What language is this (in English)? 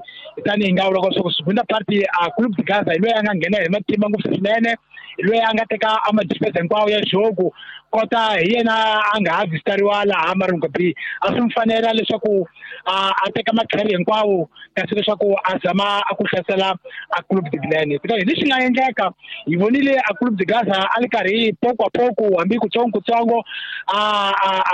Tsonga